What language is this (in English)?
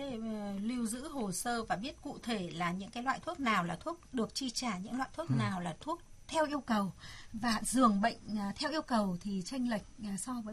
Vietnamese